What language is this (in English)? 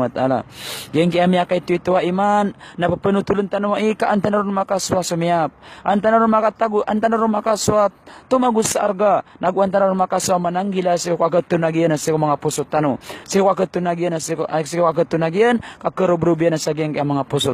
Maranao